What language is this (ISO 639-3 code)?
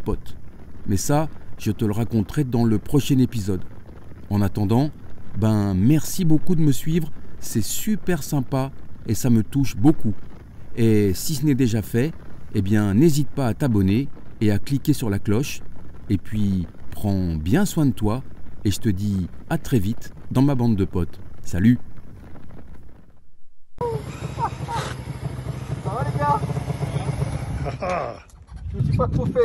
fra